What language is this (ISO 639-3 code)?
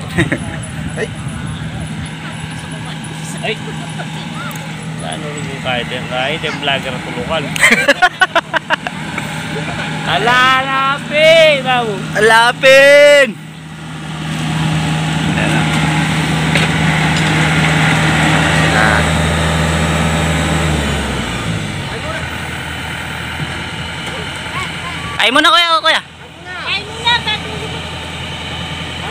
fil